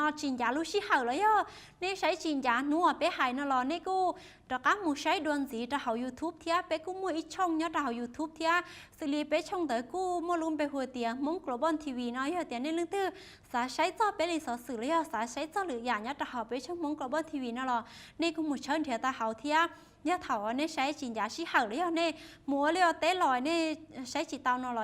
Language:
Hmong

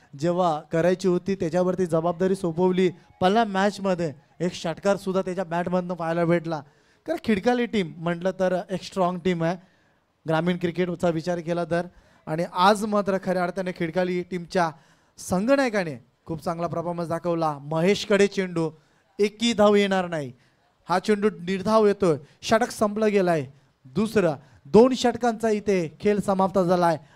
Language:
Marathi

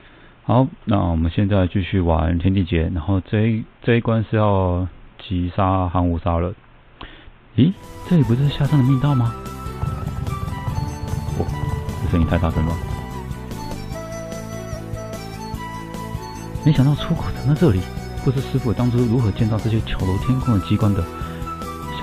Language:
Chinese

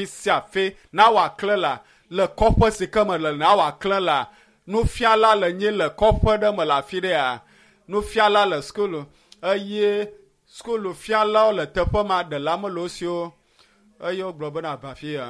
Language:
Ewe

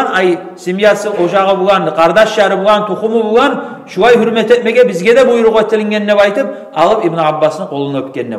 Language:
Kumyk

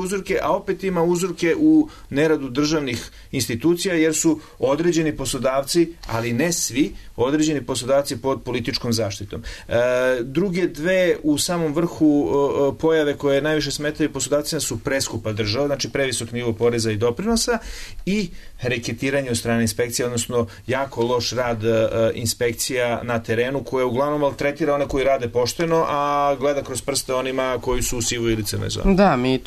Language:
Serbian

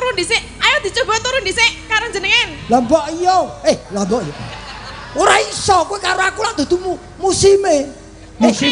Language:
Javanese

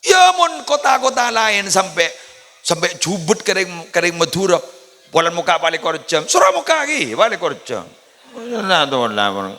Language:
Madurese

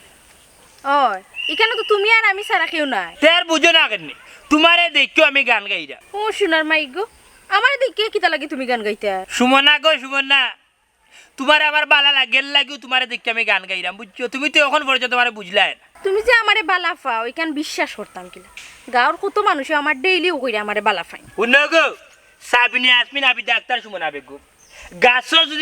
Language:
Sylheti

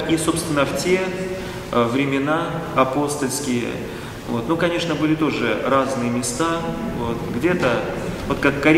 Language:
Russian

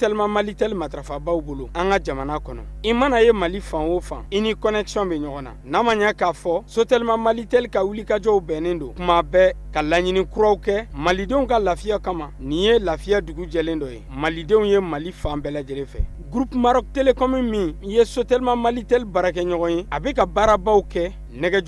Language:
Bambara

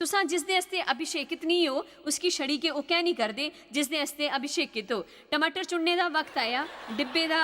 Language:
Dogri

